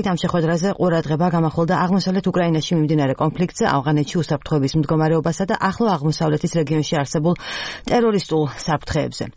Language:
Georgian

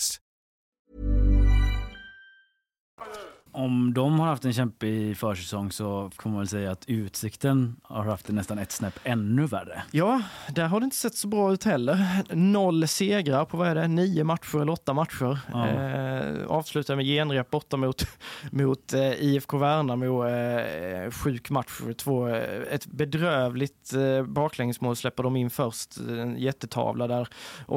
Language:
Swedish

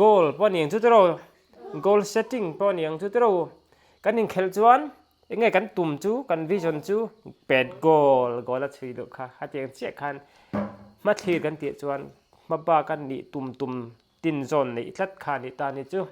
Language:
Mizo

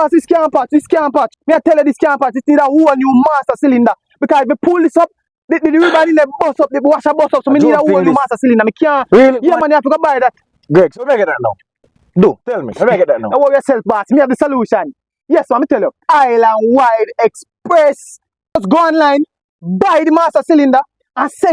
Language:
Jamaican Creole English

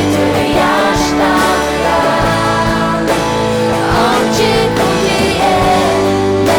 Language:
Faroese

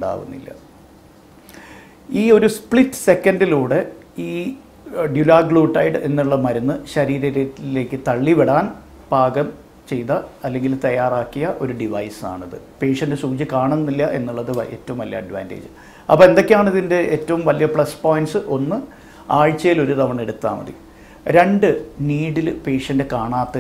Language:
Malayalam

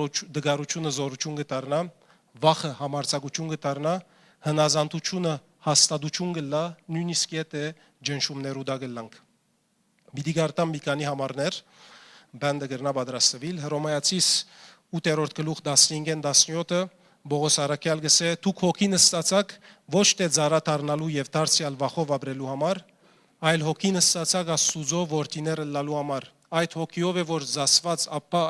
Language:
Western Armenian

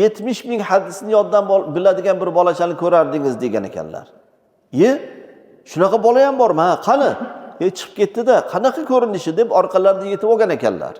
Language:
Uzbek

